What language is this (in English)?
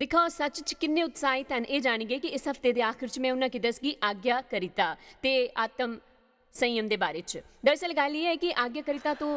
Dogri